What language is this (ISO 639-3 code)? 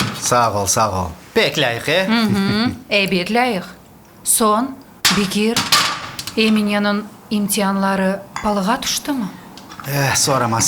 crh